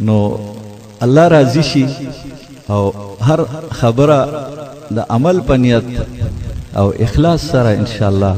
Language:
Pashto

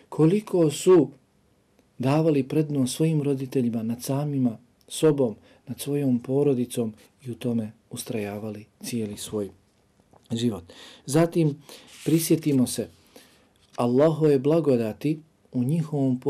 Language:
Bosnian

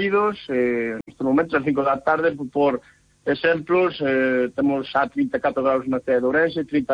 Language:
Galician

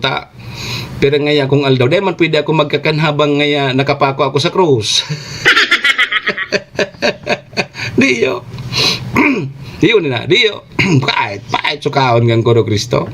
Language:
Bikol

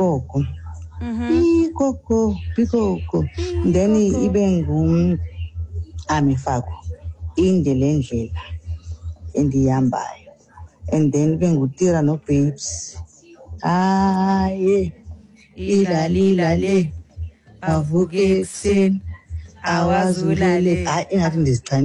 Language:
Xhosa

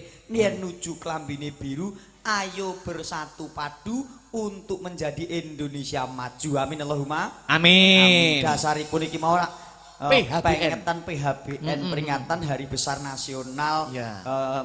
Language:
Javanese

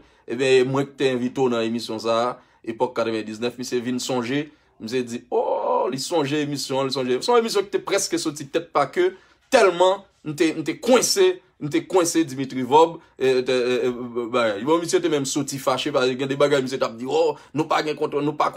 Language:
Haitian Creole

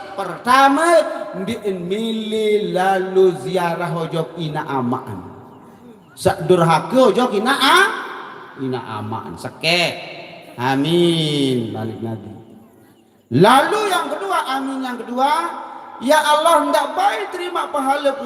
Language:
Sasak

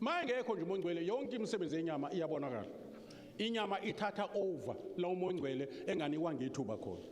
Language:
Zulu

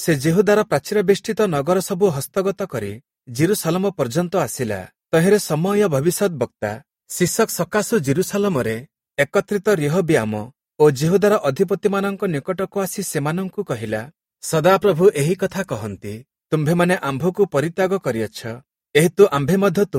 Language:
Odia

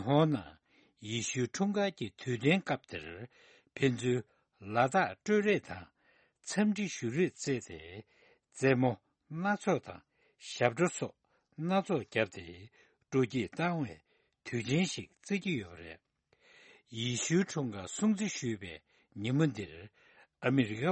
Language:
Tibetan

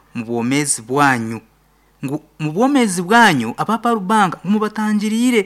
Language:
Nyankole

